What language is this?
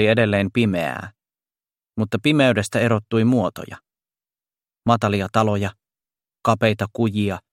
Finnish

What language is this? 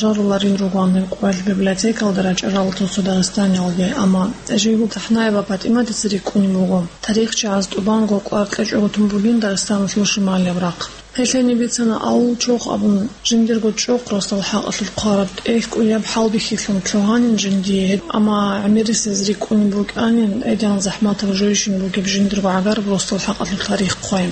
Avaric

